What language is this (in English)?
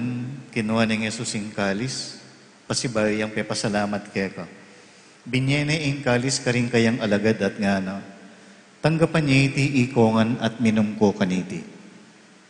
Pampanga